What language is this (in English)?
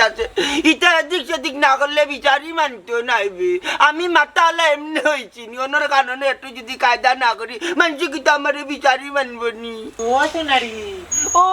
Sylheti